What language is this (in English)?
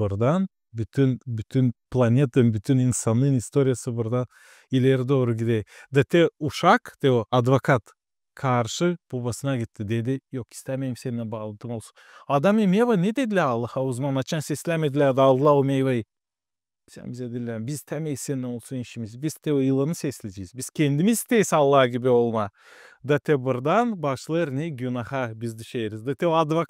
Gagauz